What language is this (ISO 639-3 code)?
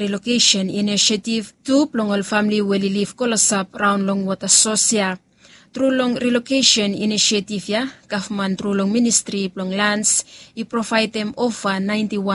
bis